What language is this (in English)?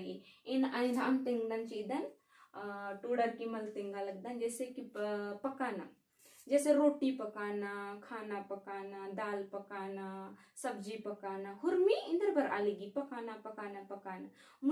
Kurukh